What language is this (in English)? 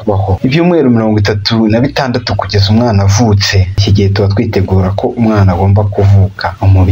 Kinyarwanda